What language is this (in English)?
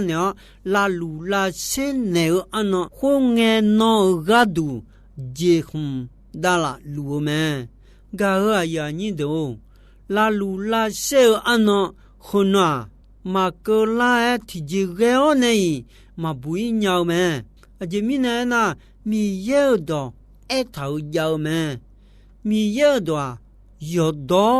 Akha